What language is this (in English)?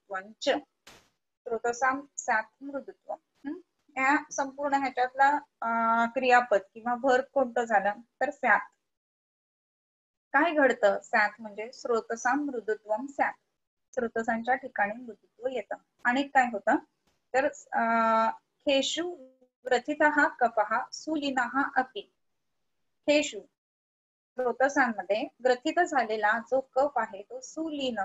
Marathi